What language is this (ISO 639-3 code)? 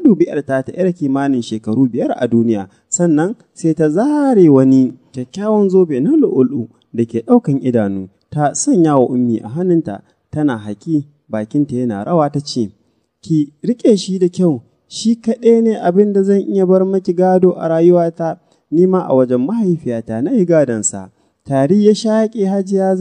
hau